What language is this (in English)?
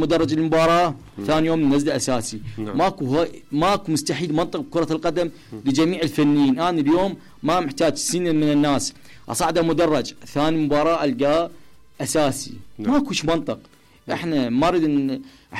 Mesopotamian Arabic